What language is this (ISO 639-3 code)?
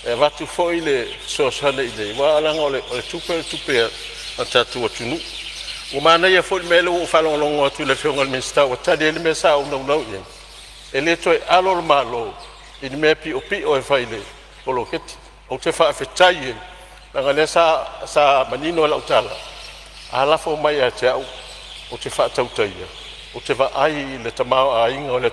smo